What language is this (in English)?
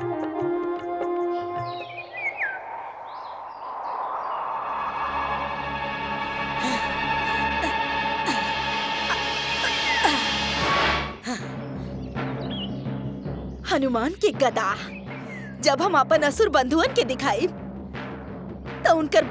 Bhojpuri